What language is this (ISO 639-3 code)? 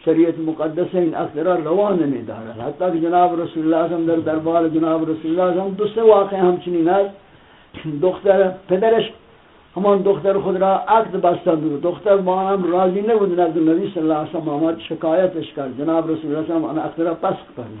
tgk